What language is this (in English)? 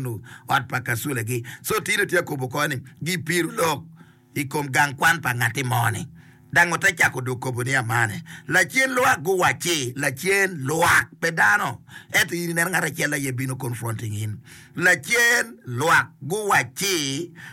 Acoli